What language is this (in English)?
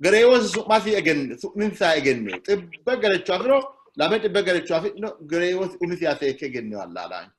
Sidamo